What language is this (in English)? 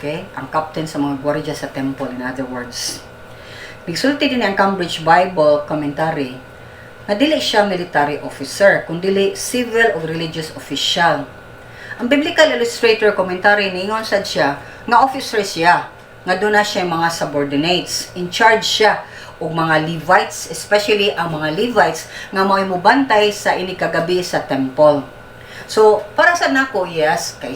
Cebuano